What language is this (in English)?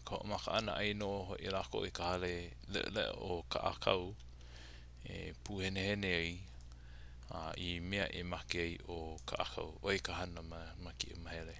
Hawaiian